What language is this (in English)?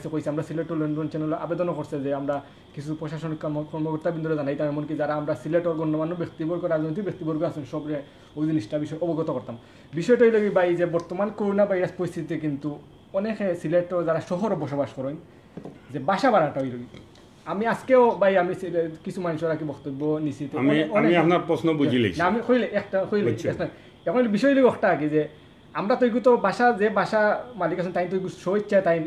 Sylheti